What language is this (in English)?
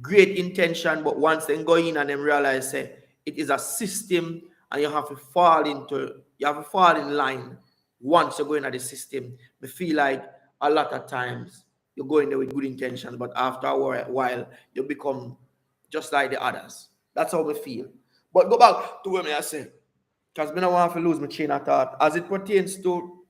Jamaican Creole English